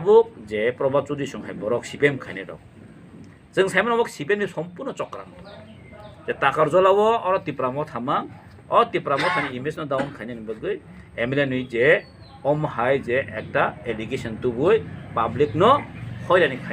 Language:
Kok Borok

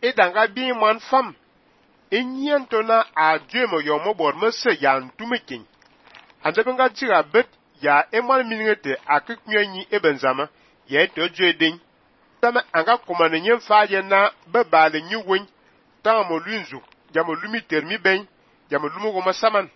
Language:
Fang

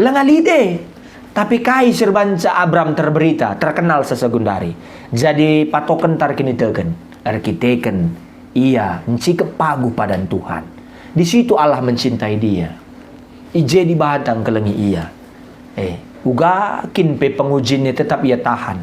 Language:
Batak Karo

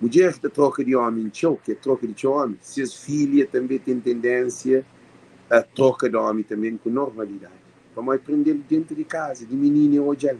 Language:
Kabuverdianu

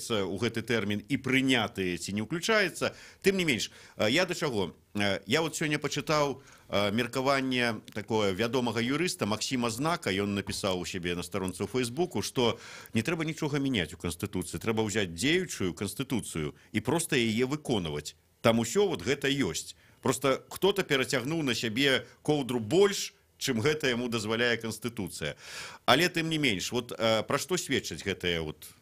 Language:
Belarusian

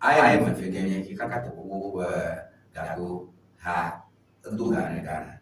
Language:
Ewe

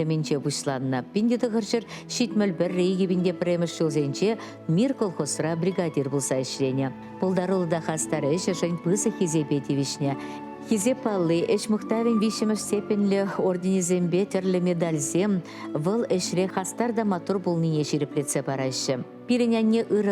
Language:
Chuvash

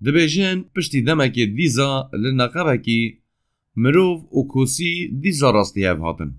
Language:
Kurdish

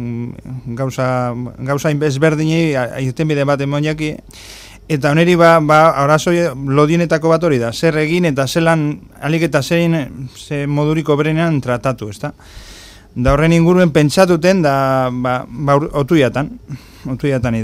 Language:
Basque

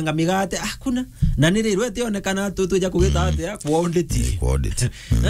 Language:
Meru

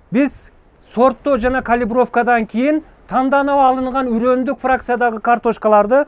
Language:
Kyrgyz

